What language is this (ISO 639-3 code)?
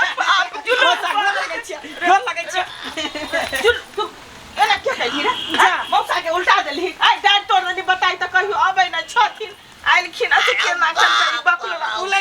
mai